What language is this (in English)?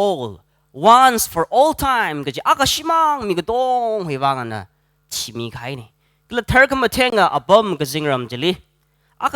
Tangkhul Naga (India)